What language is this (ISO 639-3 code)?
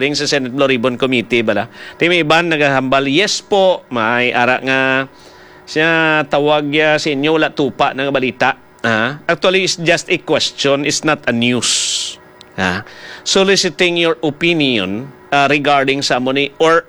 hil